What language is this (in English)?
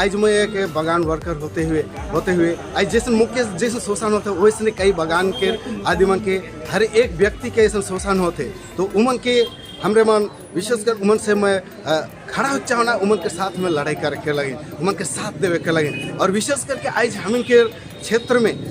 Sadri